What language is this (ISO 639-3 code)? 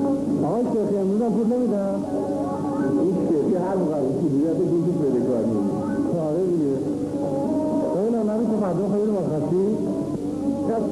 fas